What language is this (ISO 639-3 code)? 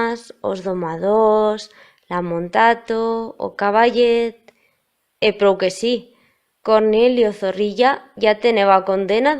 arg